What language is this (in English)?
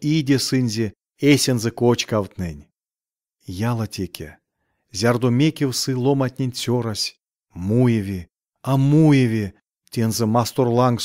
Erzya